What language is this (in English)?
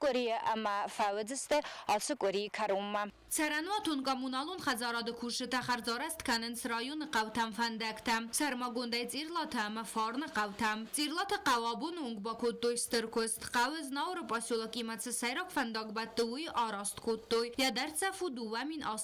Ossetic